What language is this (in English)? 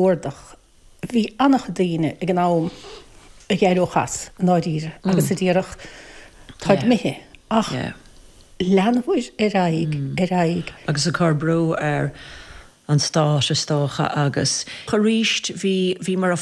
Irish